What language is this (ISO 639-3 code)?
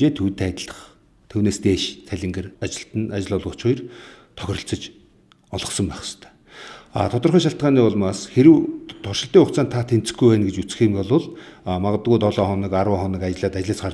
mon